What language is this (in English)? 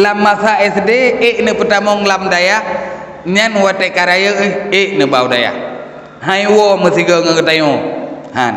Achinese